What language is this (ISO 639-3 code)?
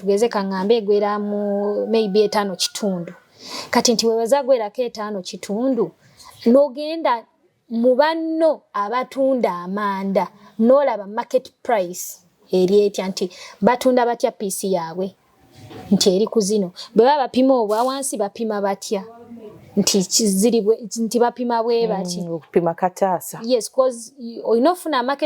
lug